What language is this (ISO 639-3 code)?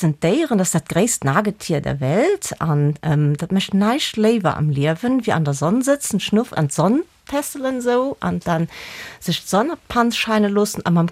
ltz